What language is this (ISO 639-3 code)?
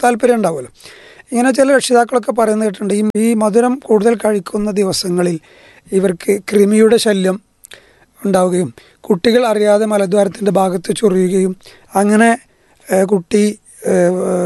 mal